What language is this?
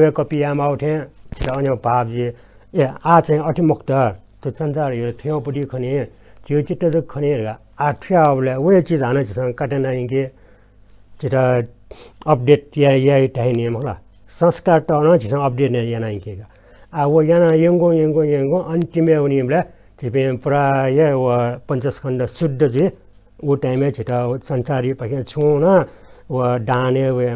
Newari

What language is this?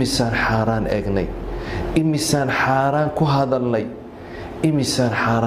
Somali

